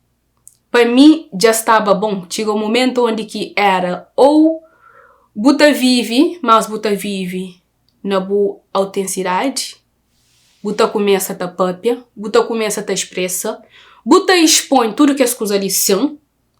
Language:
Kabuverdianu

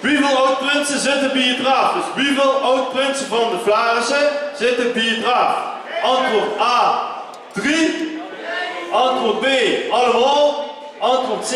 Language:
Limburgish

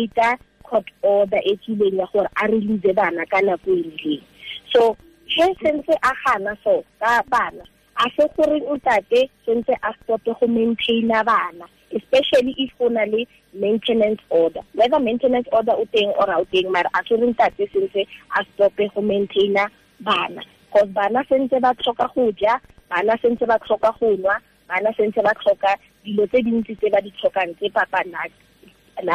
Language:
Tswana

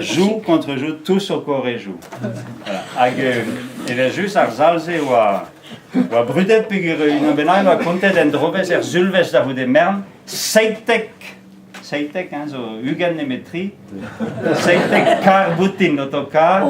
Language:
Breton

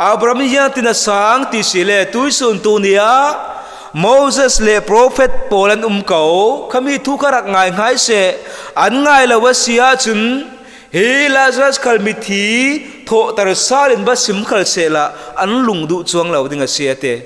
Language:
Falam Chin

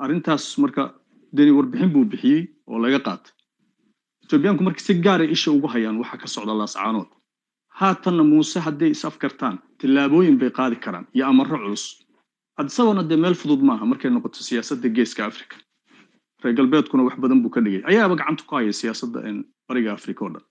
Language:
Somali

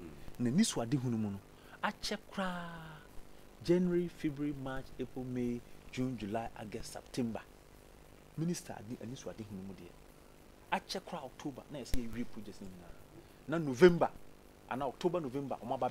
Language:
Akan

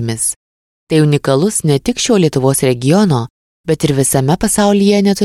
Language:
Lithuanian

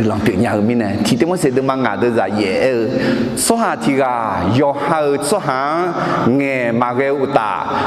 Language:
Akha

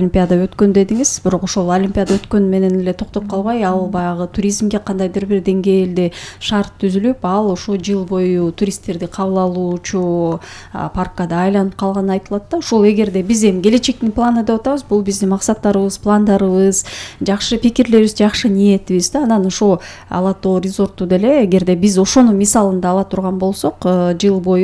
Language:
Kyrgyz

